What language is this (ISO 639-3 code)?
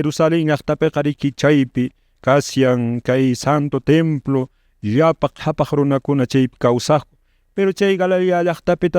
que